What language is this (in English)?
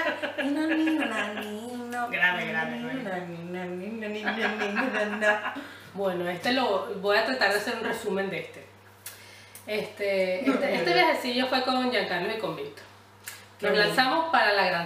Spanish